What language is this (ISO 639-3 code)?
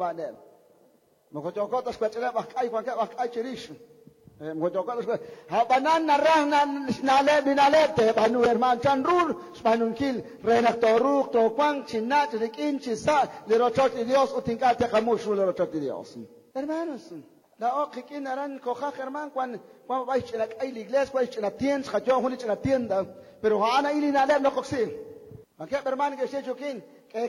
kek